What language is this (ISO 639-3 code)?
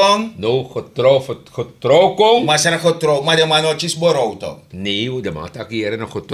srn